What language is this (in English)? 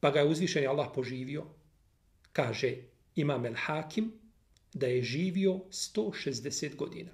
Bosnian